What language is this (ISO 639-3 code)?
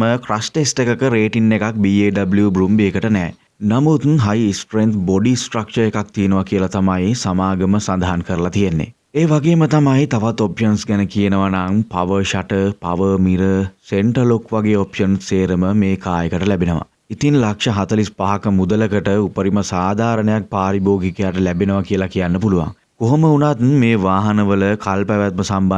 sin